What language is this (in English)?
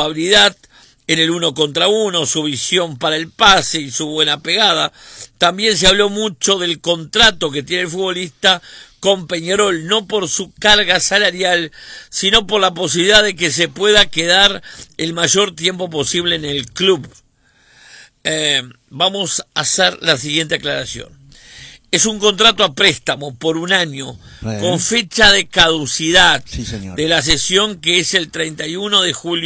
Spanish